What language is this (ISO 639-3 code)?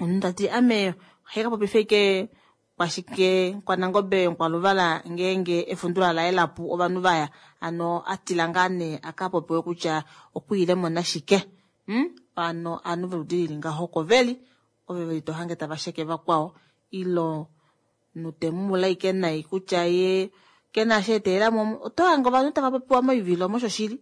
kua